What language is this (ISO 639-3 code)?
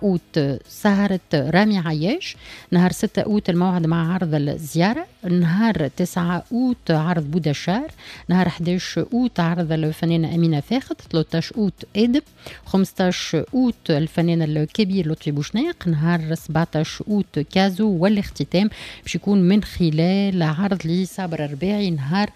aeb